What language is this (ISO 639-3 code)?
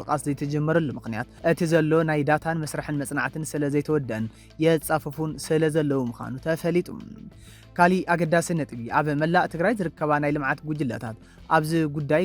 tir